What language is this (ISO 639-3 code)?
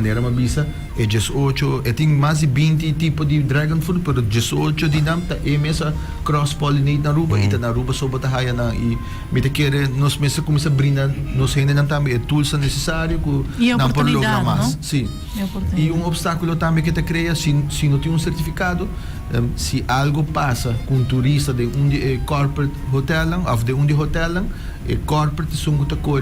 pap